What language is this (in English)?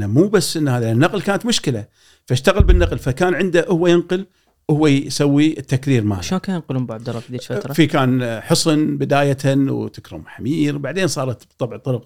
Gulf Arabic